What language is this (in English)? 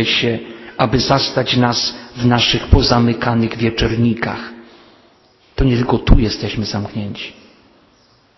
Polish